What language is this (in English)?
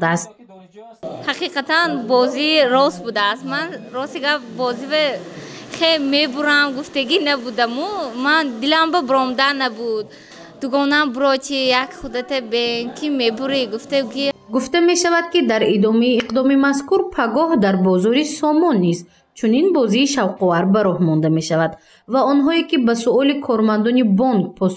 Tajik